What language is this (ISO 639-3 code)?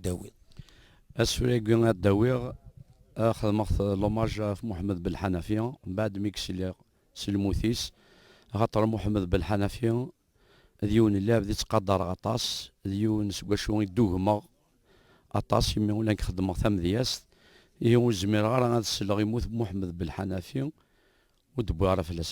kab